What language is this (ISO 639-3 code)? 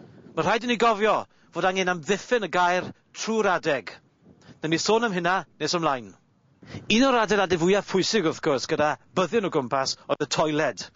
cym